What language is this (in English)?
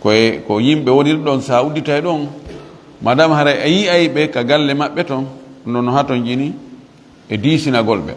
Fula